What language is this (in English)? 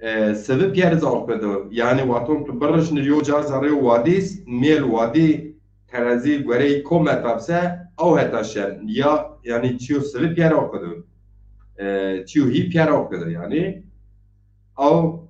Zaza